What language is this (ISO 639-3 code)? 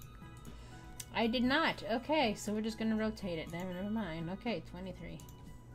eng